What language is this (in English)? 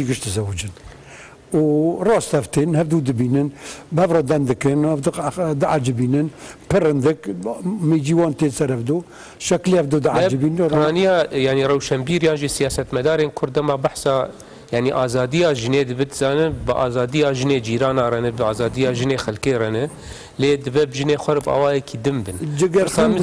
Kurdish